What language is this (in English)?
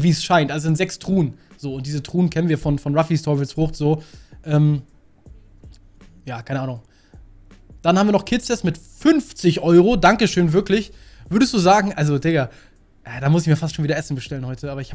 German